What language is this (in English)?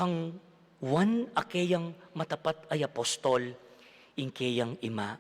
Pampanga